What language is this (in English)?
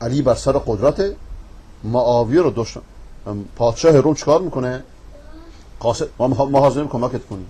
Persian